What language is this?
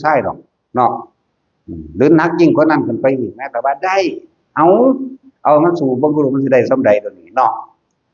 Northeastern Thai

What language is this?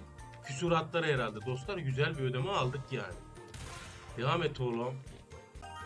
Turkish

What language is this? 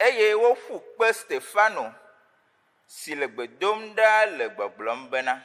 Ewe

